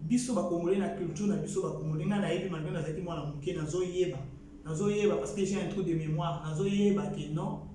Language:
Lingala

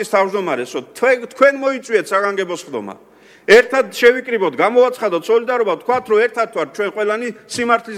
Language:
Georgian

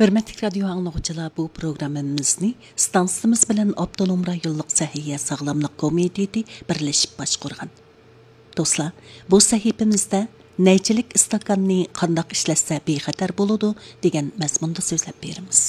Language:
Uyghur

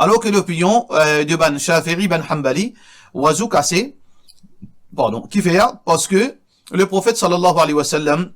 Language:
Morisyen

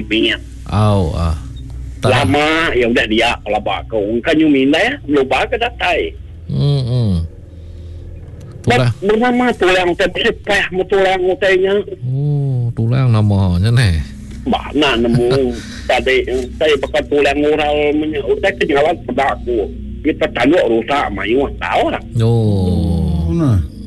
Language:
Iban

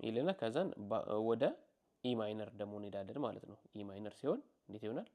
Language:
Amharic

